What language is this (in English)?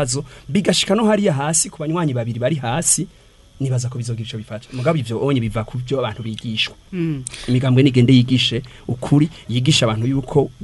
Rundi